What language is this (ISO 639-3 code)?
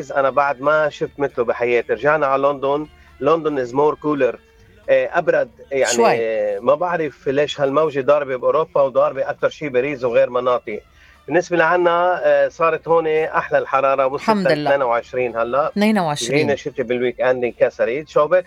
apc